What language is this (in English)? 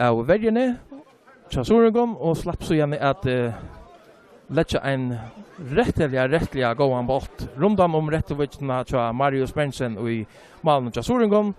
Faroese